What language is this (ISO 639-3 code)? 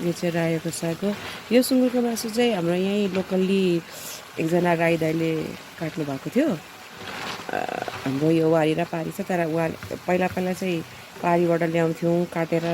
nep